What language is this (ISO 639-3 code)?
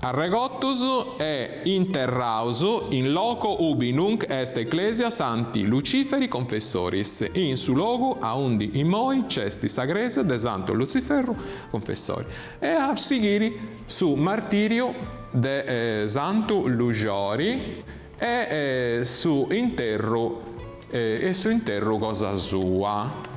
srd